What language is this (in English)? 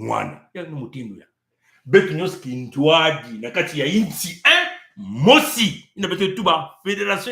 Kituba (Congo)